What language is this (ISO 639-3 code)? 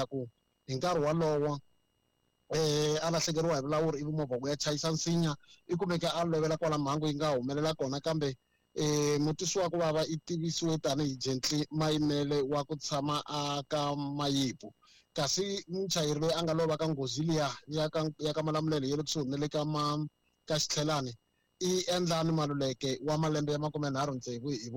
tso